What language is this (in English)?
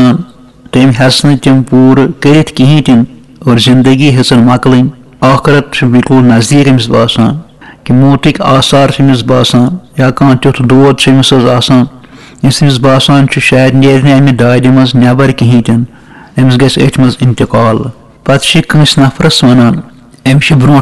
Kashmiri